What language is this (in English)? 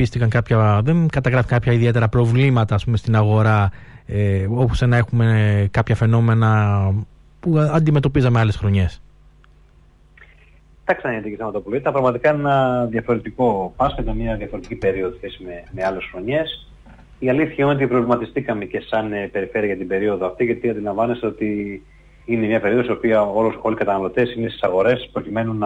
Greek